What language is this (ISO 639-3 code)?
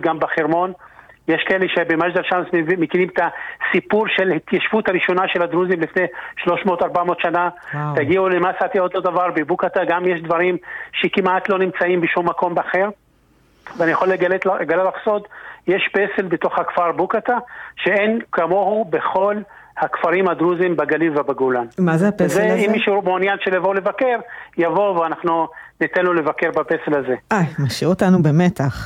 heb